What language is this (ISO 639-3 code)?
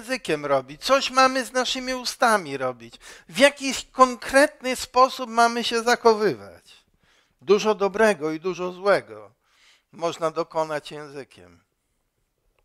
pol